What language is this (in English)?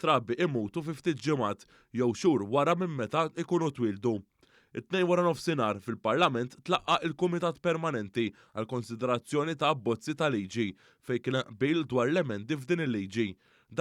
Maltese